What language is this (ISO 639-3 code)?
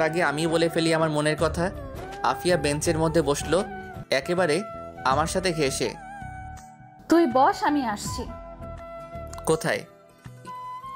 ben